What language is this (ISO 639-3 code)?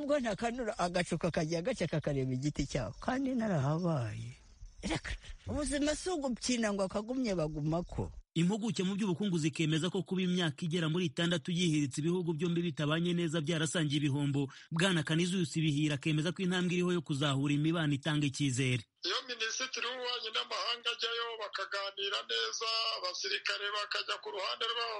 kin